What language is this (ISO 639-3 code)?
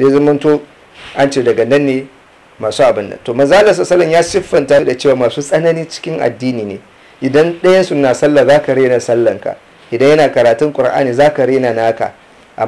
hau